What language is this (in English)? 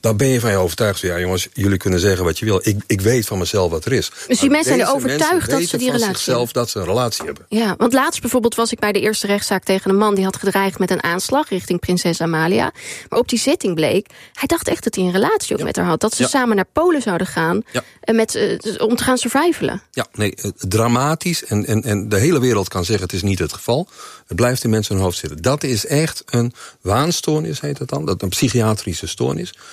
Dutch